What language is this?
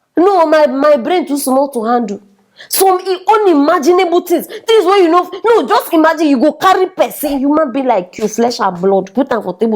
Nigerian Pidgin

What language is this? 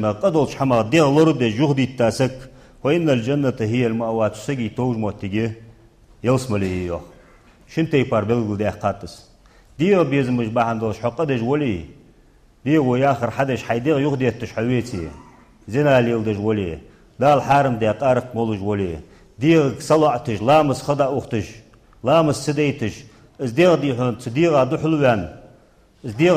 Ingush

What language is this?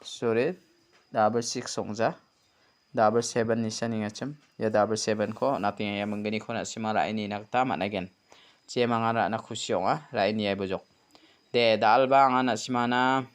Garo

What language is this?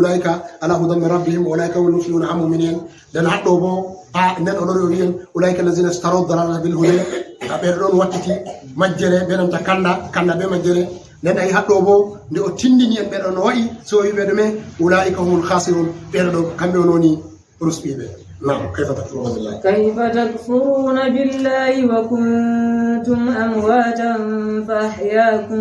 Fula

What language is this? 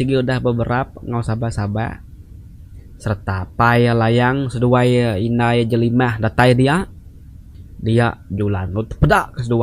Iban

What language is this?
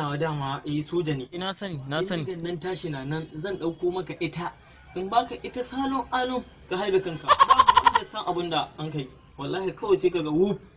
Hausa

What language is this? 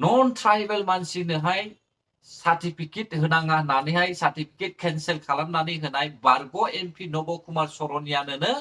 Bodo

